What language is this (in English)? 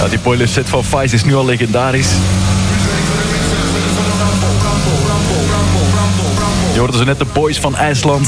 Dutch